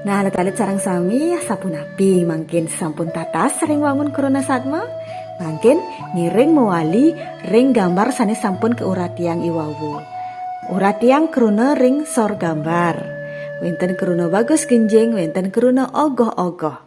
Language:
Balinese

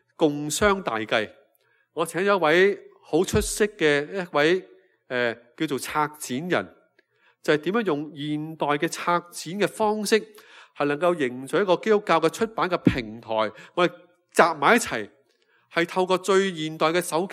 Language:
Cantonese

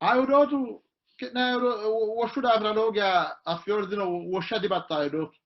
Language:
Sidamo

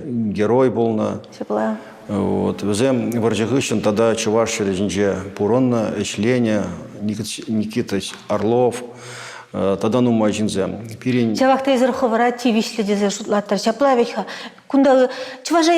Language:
Chuvash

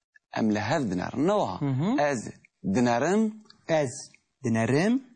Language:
Kurdish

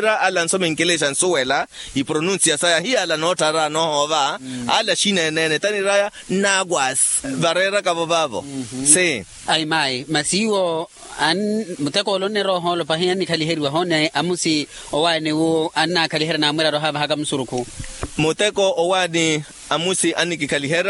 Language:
Makhuwa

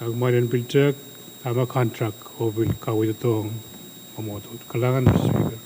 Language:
Pohnpeian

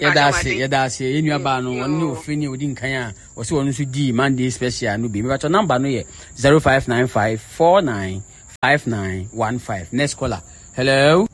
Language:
Akan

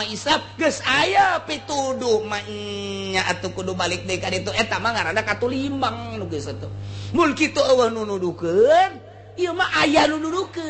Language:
Sundanese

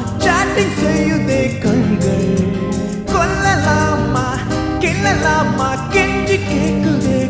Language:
Tamil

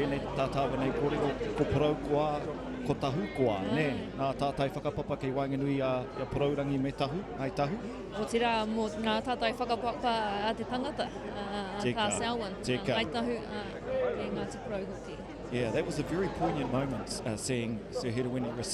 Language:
Māori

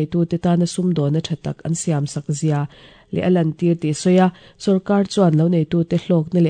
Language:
Mizo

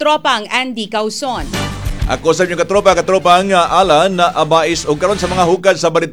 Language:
Cebuano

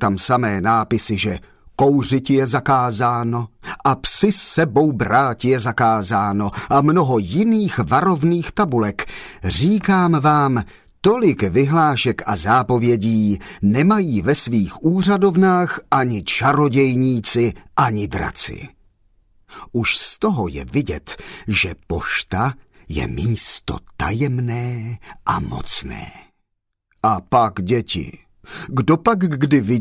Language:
Czech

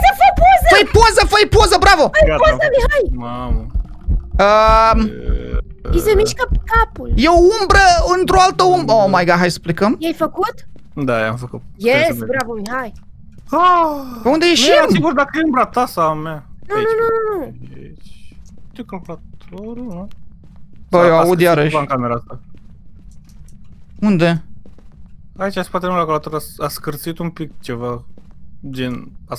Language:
Romanian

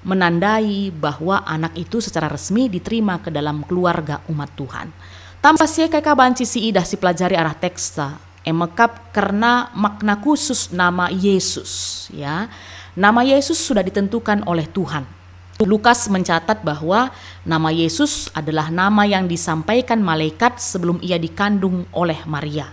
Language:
Batak Karo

